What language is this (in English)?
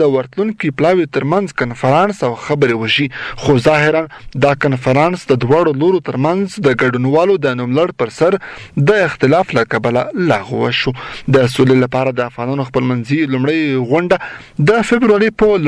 Pashto